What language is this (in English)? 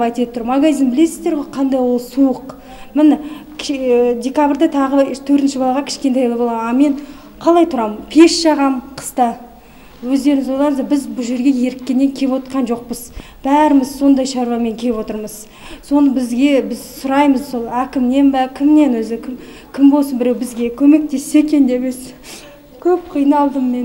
Kazakh